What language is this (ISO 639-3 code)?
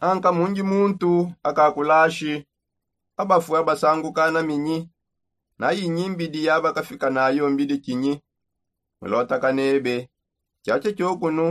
sop